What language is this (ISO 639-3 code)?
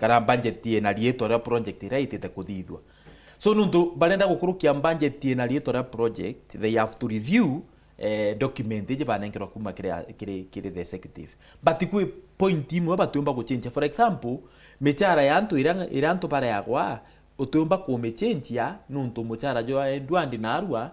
mer